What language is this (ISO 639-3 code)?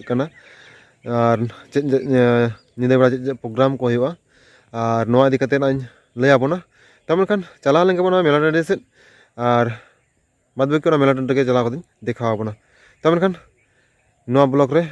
sat